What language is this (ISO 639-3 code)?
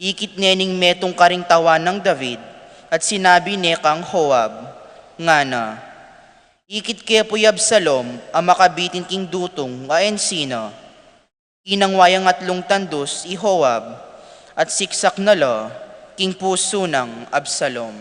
pam